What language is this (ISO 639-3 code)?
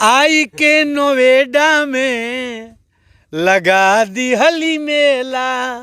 bho